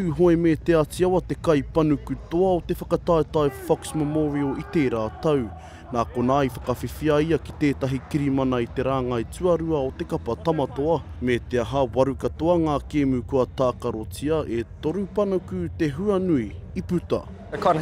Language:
Māori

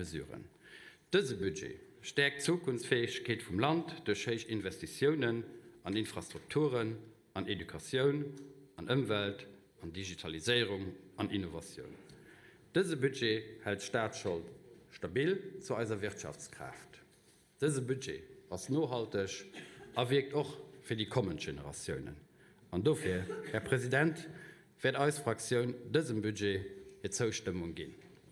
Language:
Luxembourgish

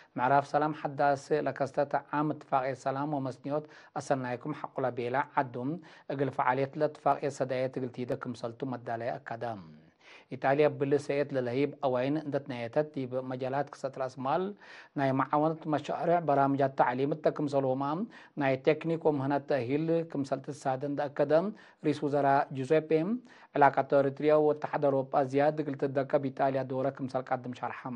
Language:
Tigre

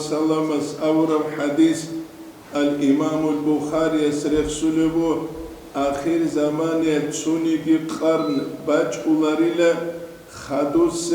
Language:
Avaric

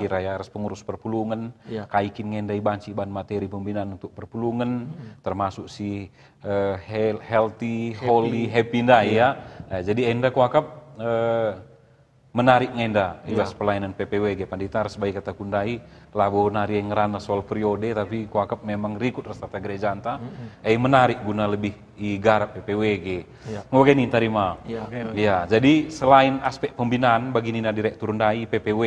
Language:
Batak Karo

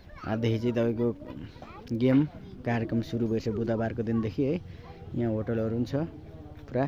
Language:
Nepali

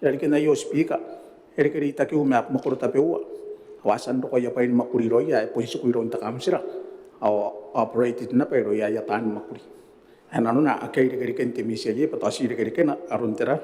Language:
Gilbertese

